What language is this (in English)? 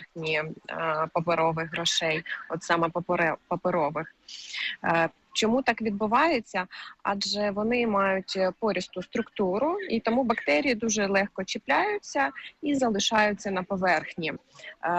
Ukrainian